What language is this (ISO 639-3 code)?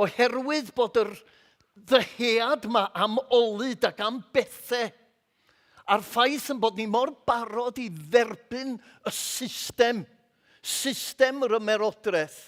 cym